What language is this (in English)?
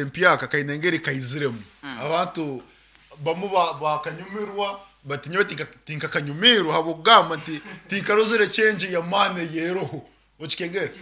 Nyankole